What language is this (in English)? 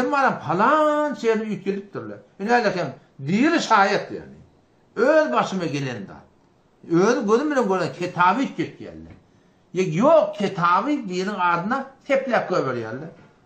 Turkmen